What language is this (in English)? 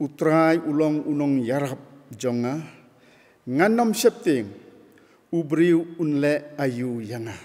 Khasi